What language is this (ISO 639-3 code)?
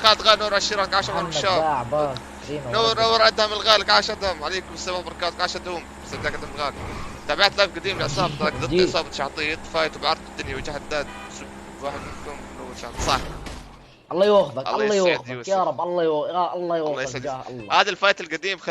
apc